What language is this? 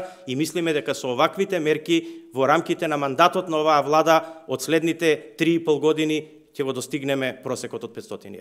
Macedonian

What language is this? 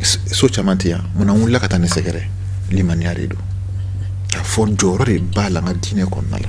Bambara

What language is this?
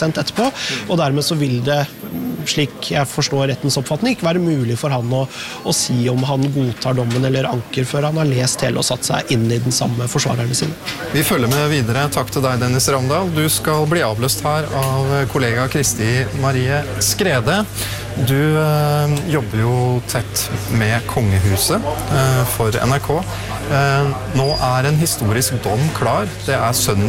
Norwegian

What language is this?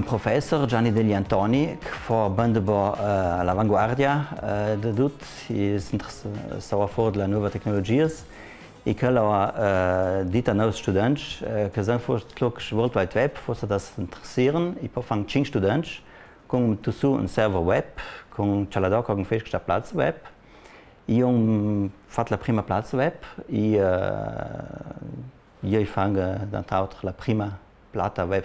Ladin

